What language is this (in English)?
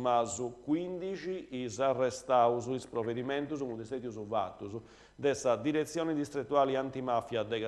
Sardinian